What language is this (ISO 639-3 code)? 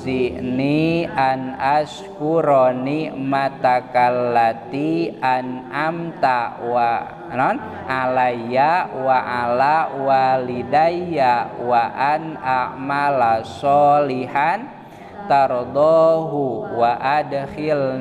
sun